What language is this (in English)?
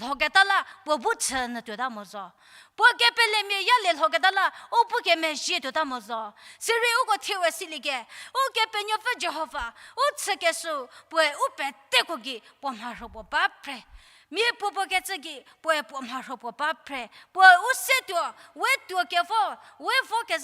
Angami Naga